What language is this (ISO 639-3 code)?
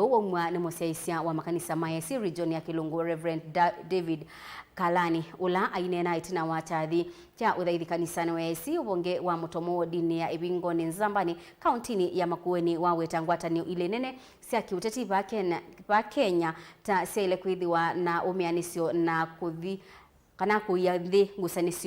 kam